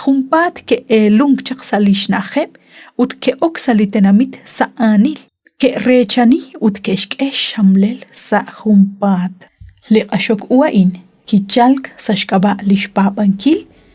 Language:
Kekchí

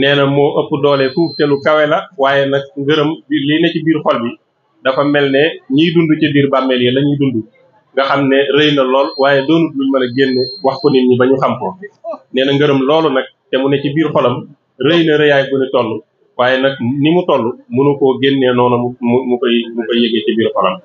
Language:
Wolof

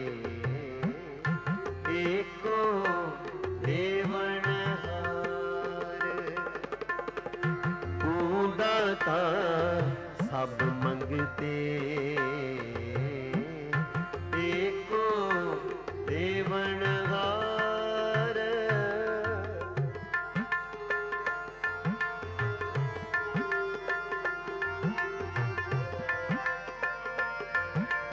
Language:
Punjabi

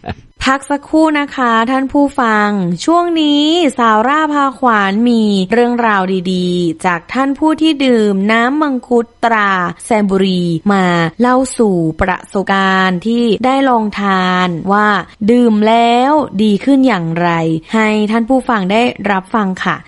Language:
Thai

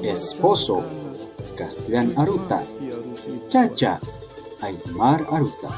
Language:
Aymara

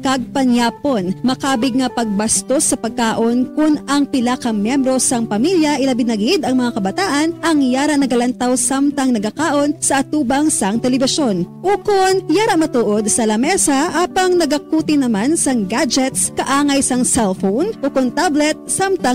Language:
Hiligaynon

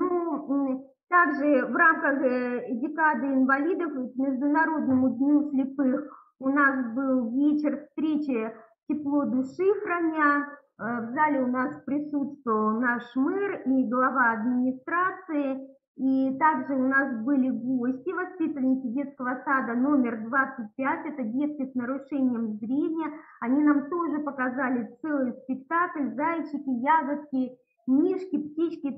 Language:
Russian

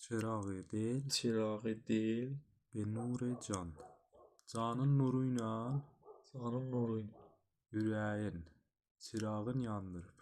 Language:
South Azerbaijani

